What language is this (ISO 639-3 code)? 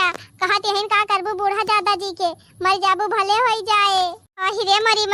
awa